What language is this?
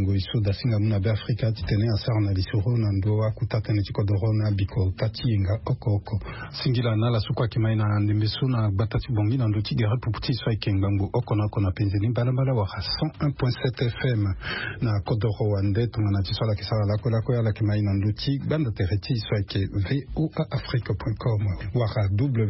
Sango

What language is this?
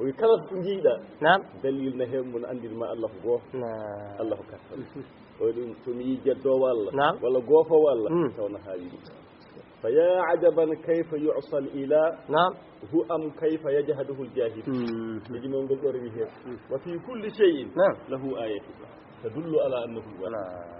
Fula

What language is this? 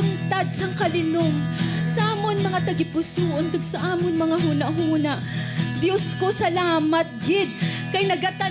Hiligaynon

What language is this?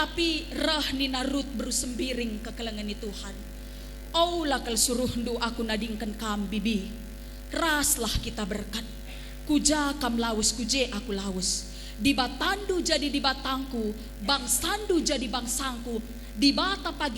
Batak Karo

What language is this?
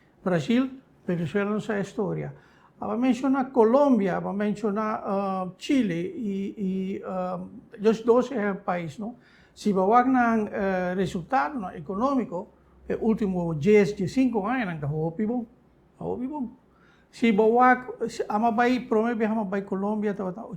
Papiamento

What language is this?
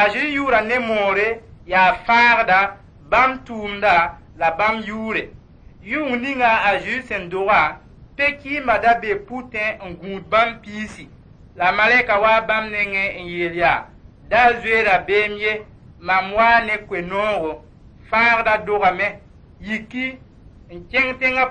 Mossi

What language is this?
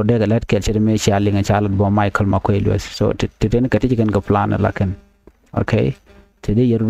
Nuer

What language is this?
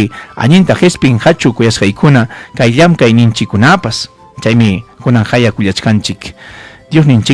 Ayacucho Quechua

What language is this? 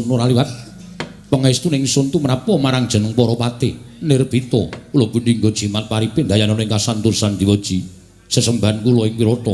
Javanese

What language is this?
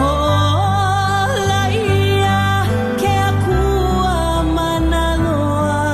Hawaiian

